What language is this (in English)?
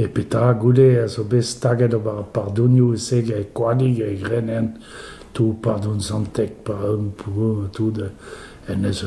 Breton